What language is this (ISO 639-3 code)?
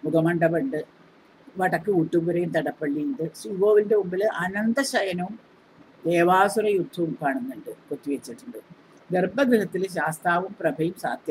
mal